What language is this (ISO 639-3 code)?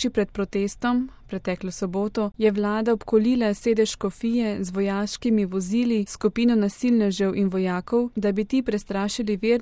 slv